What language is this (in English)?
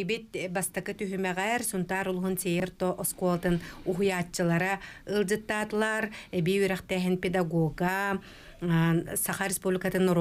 Yakut